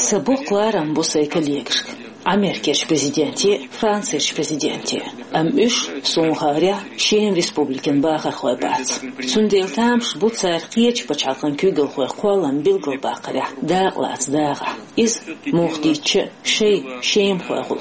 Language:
Chechen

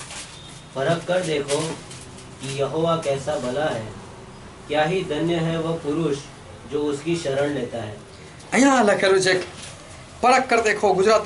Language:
Gujarati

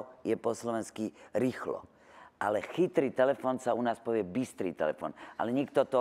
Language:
Czech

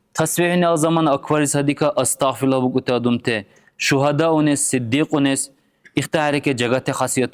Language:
Dargwa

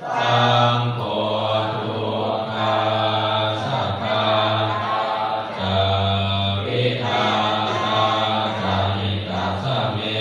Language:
Pali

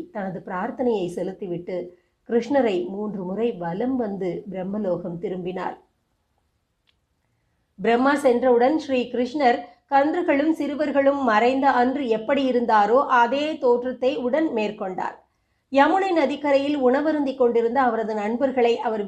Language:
Tamil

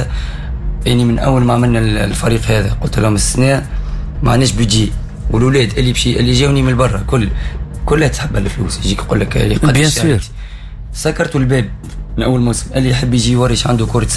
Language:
Tunisian Arabic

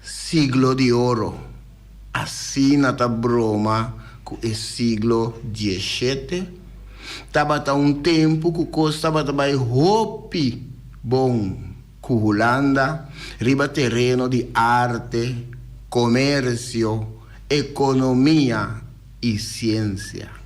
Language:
Papiamento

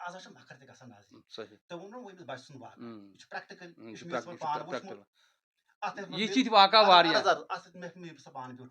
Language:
Kashmiri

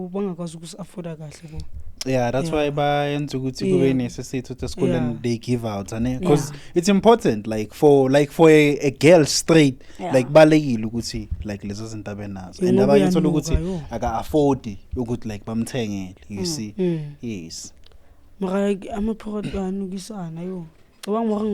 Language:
Zulu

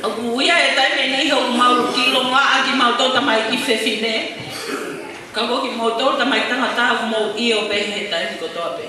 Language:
Tongan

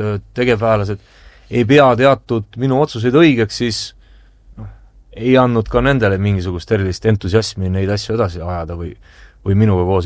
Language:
Estonian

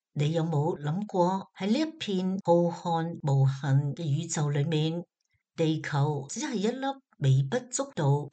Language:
Cantonese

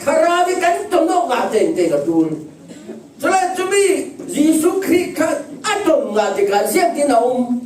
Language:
Falam Chin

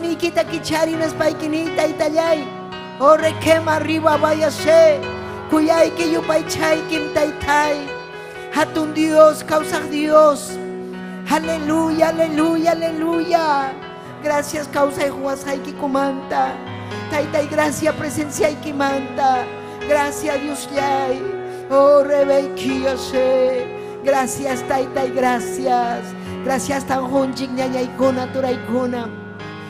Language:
Ayacucho Quechua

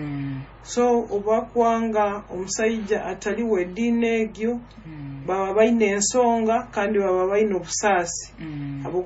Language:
Nyoro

